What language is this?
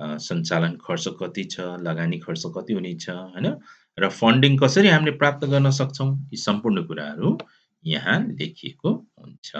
Nepali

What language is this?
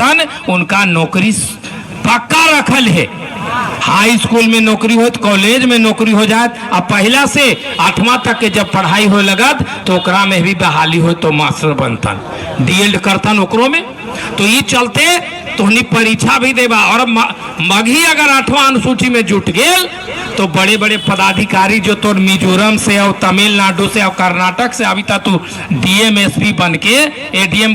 Magahi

